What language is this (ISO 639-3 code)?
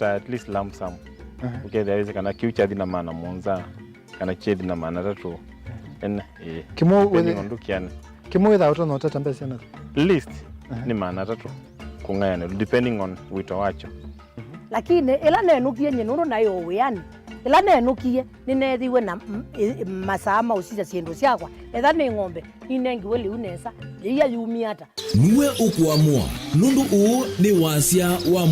kam